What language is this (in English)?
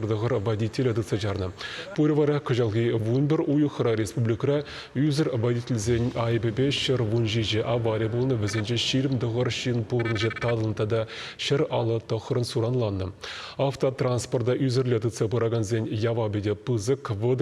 Chuvash